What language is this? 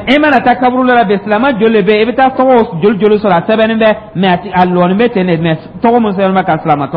Dyula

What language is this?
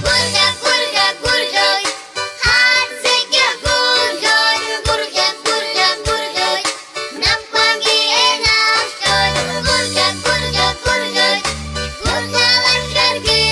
Abkhazian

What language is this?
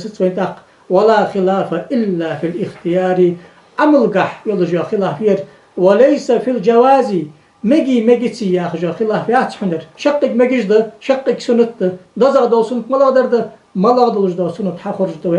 Ingush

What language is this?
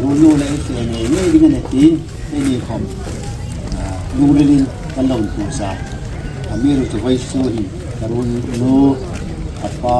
Hmar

